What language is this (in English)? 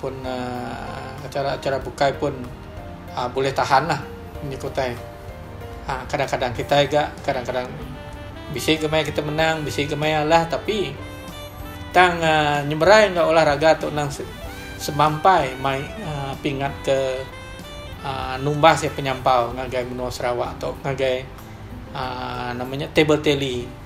Iban